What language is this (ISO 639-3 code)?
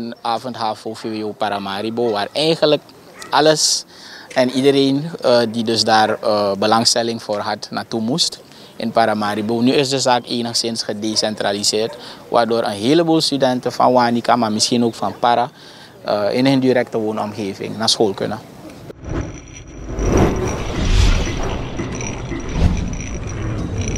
nld